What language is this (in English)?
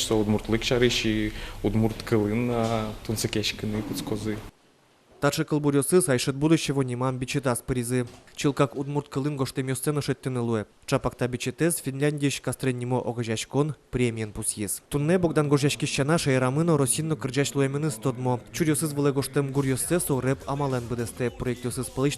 Udmurt